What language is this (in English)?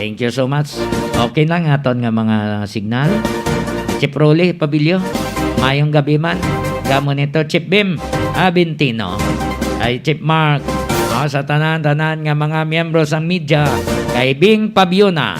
Hiligaynon